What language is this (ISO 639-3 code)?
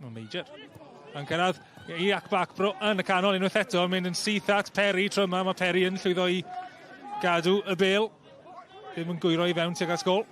cym